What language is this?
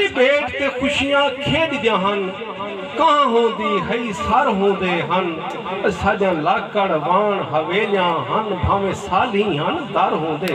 Saraiki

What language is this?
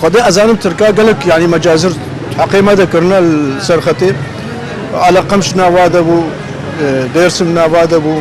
Kurdish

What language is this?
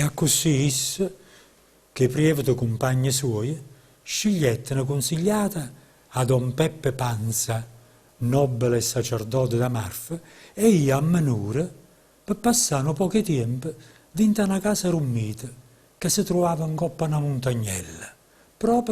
Neapolitan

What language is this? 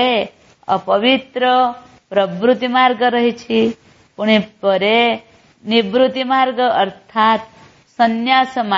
Odia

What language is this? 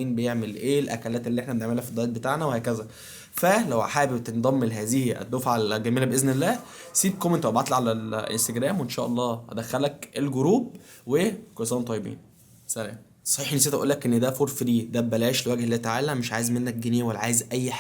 Egyptian Arabic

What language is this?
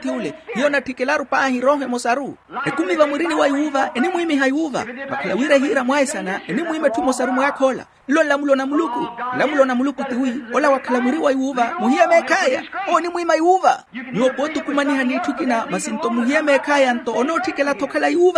Makhuwa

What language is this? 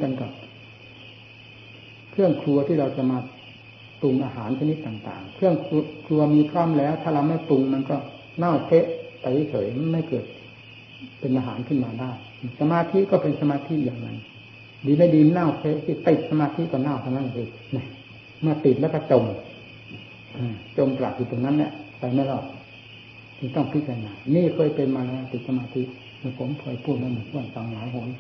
Thai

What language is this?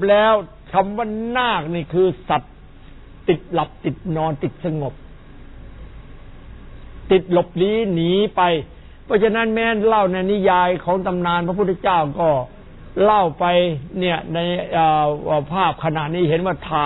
Thai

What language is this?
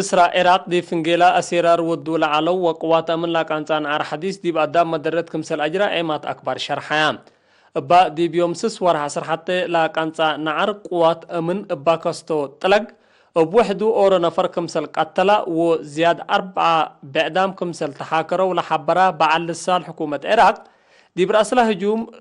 Tigre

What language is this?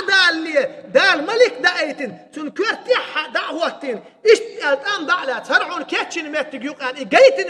Chechen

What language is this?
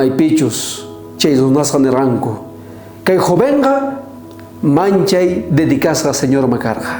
South Bolivian Quechua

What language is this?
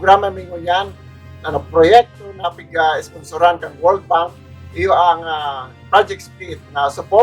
Bikol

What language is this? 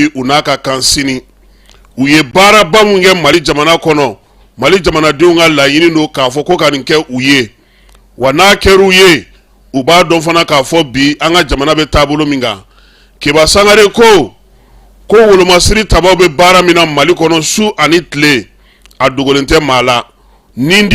Bambara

